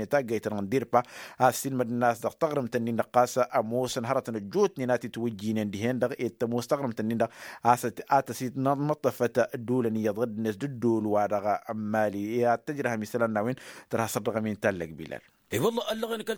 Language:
Tamasheq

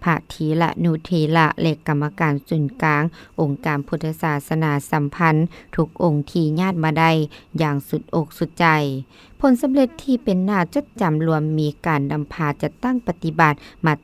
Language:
Lao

